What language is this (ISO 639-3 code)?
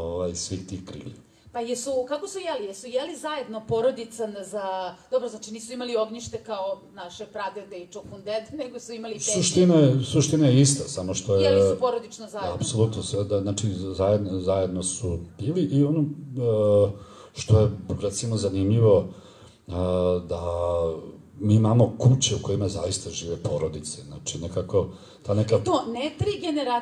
srp